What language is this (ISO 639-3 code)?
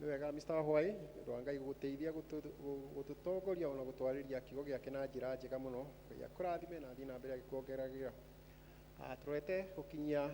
kik